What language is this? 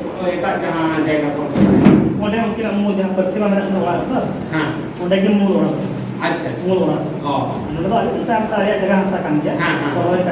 Santali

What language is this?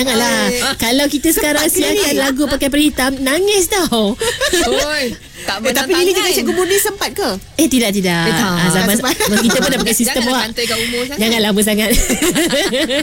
Malay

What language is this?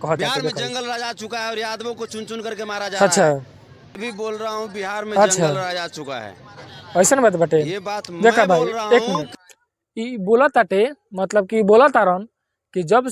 Bhojpuri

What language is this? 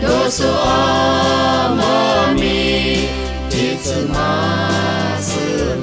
Lisu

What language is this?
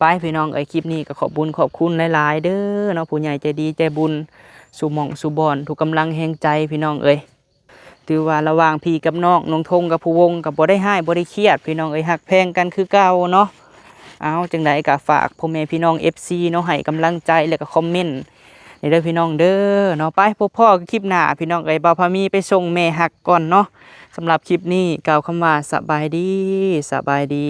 Lao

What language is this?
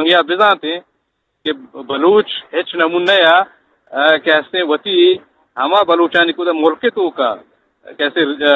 Eastern Balochi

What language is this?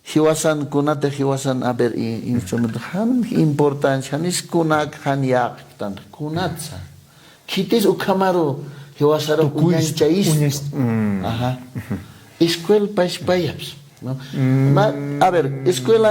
Aymara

